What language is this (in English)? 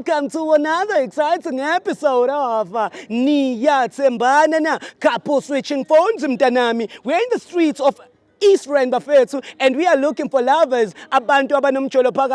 Zulu